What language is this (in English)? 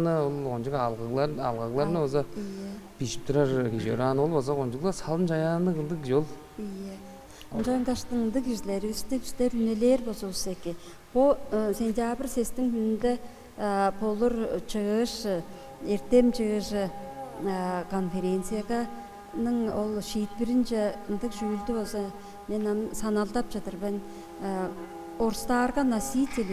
Tuvinian